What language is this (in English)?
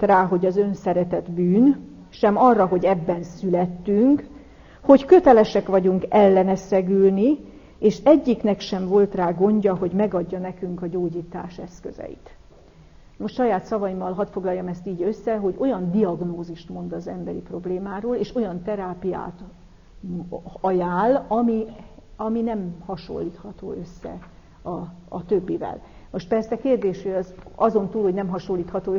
Hungarian